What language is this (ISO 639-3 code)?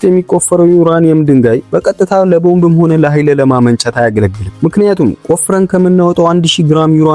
amh